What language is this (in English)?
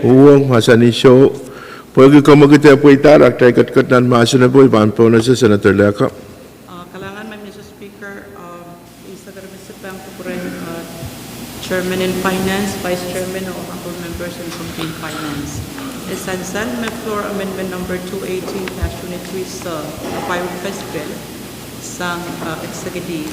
Pohnpeian